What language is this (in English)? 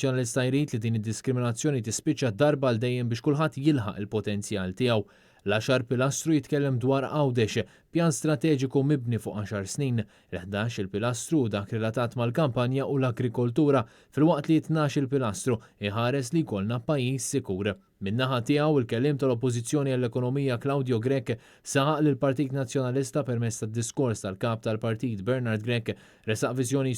Maltese